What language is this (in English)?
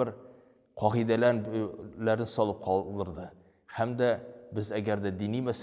Tatar